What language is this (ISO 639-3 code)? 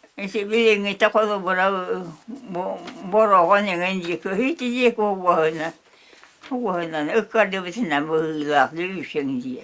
sah